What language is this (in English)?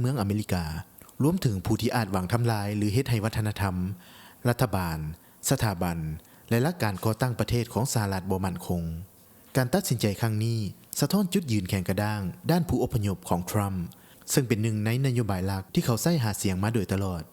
Lao